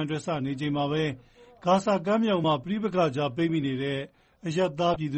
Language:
Burmese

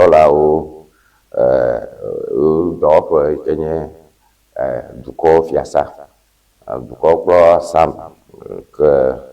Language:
Ewe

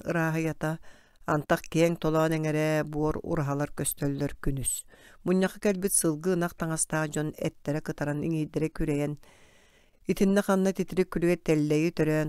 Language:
Yakut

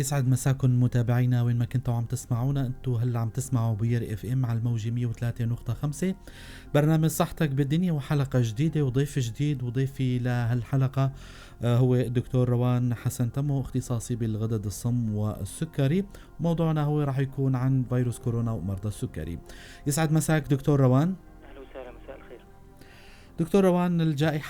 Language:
North Levantine Arabic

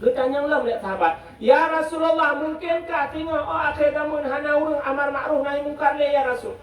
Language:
Achinese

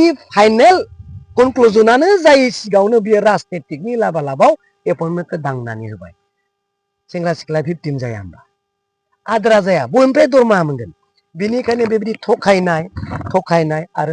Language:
Bodo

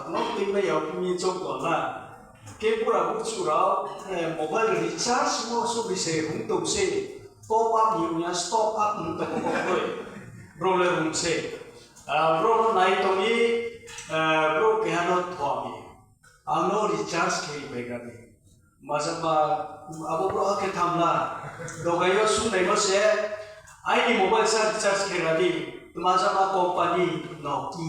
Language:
Riang (India)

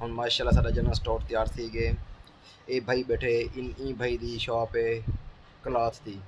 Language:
Saraiki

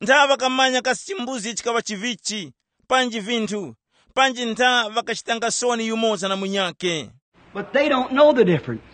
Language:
Tumbuka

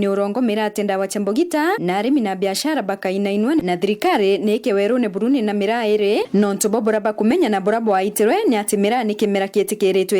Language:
Meru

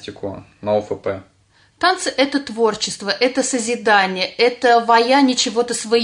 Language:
Russian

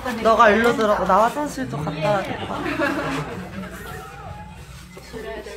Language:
Korean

